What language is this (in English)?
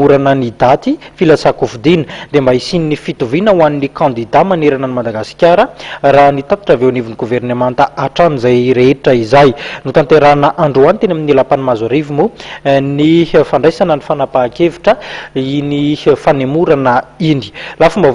Malagasy